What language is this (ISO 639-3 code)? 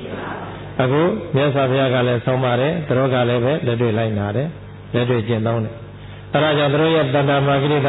mya